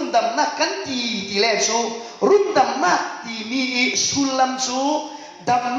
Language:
Falam Chin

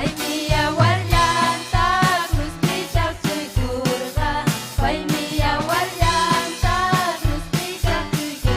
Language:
Ayacucho Quechua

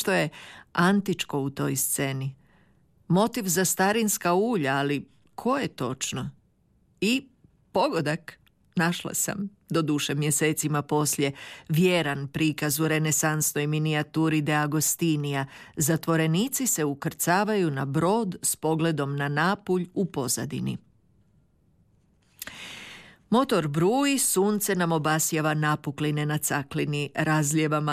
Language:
Croatian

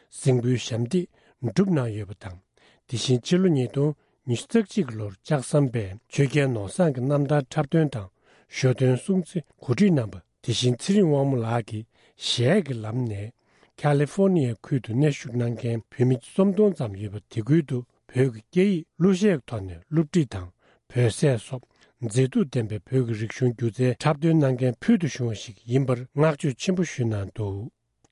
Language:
Tibetan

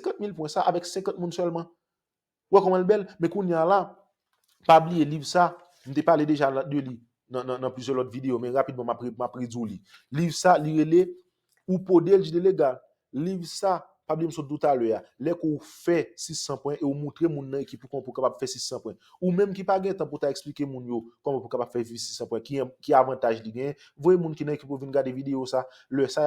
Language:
Haitian Creole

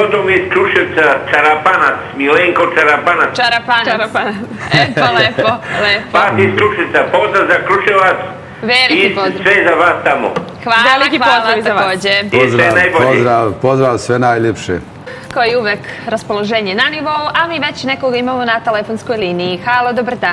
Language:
Bosnian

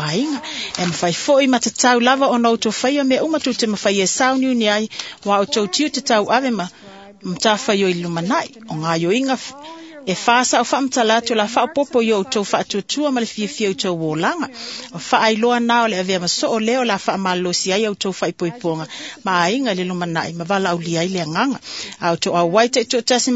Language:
Samoan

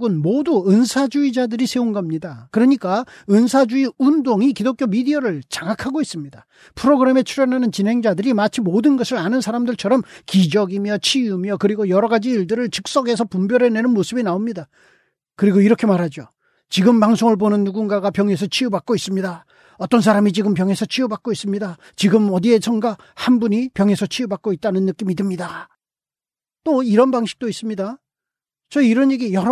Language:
Korean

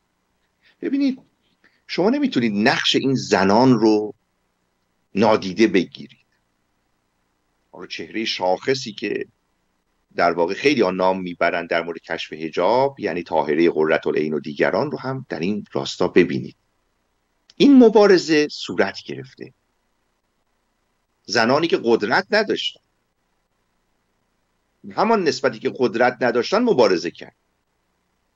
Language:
Persian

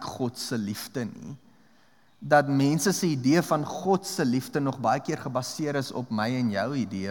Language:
Afrikaans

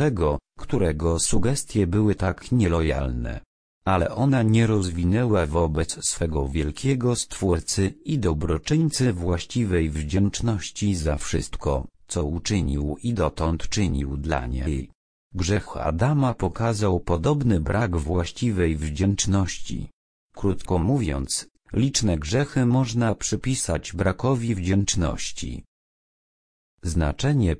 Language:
Polish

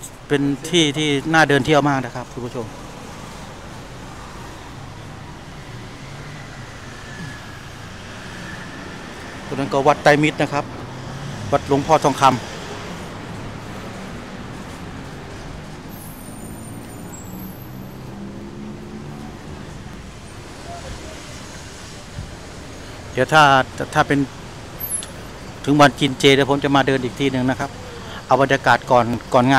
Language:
Thai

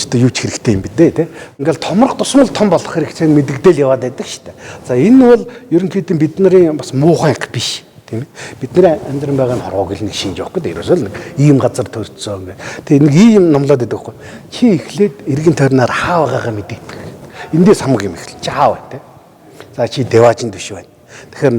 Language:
Mongolian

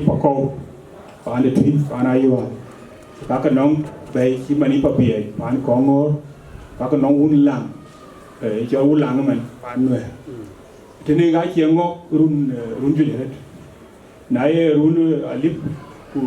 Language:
Dinka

